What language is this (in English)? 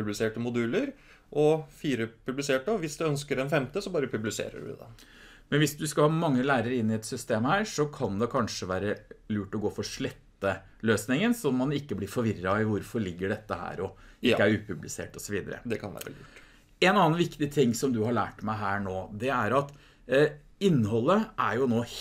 Norwegian